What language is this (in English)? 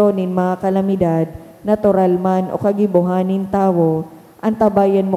Bikol